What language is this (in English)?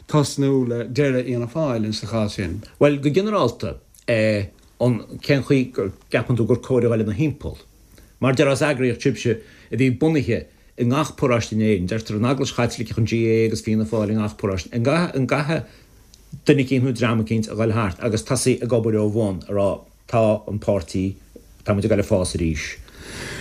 Irish